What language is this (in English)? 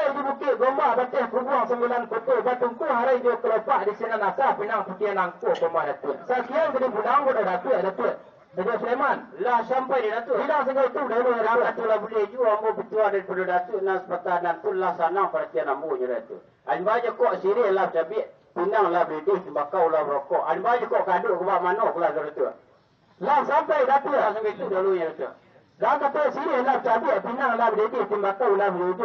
Minangkabau